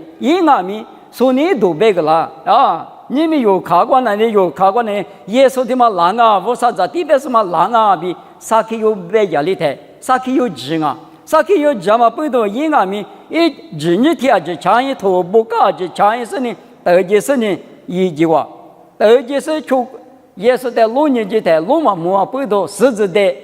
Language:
Lisu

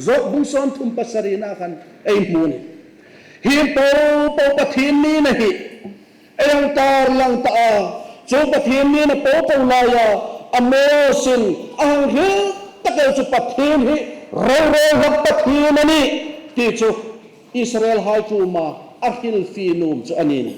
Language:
Hmar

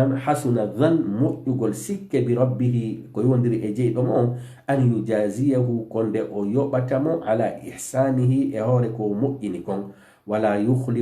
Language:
Fula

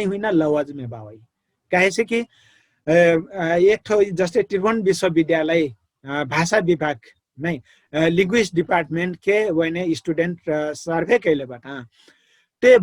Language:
Dangaura Tharu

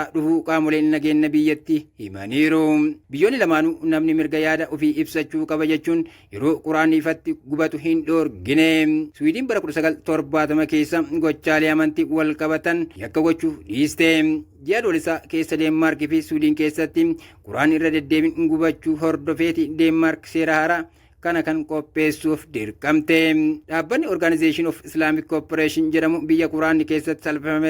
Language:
Oromo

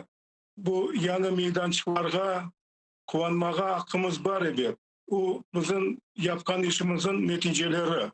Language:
Crimean Tatar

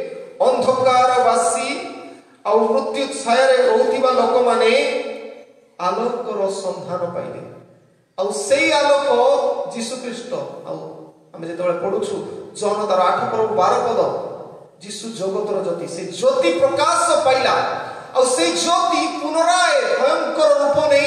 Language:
Odia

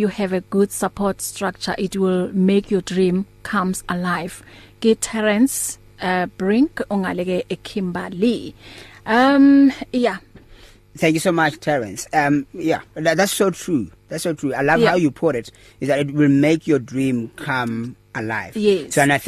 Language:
English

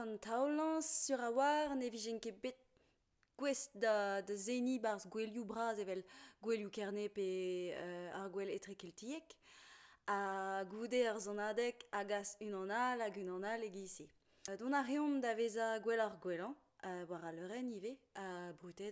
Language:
Breton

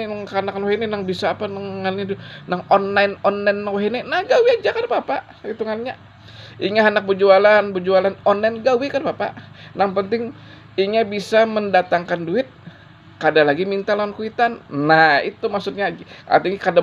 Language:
Banjar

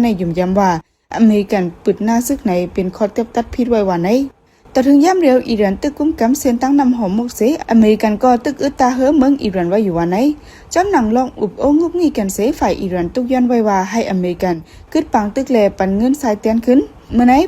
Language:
Shan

